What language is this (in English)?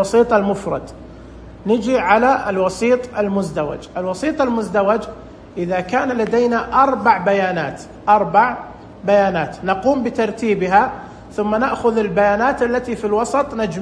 Najdi Arabic